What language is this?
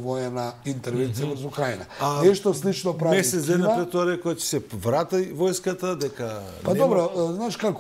Macedonian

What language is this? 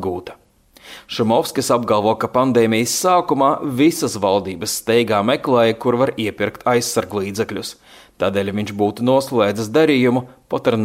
Latvian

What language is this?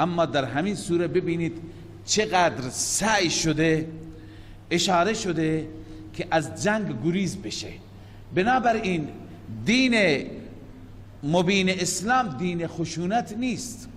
Persian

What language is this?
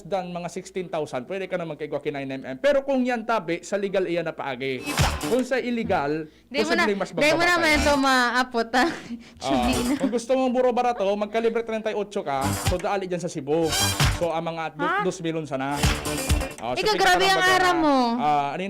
Bikol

